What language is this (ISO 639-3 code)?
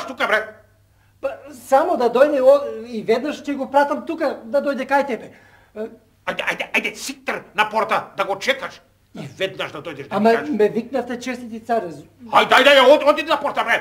mkd